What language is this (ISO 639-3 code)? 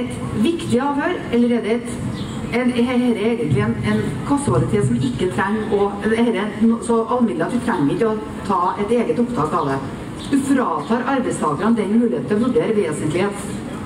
nor